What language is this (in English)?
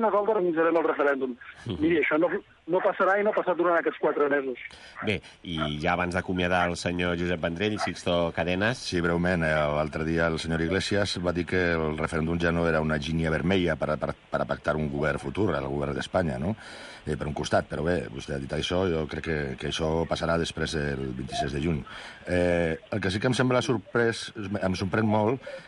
Catalan